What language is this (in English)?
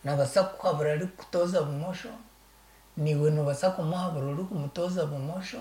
Nyankole